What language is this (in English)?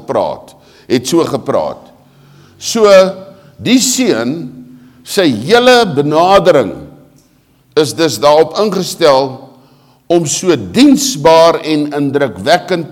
Afrikaans